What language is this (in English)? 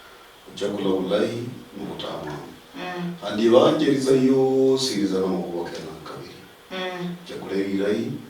Luyia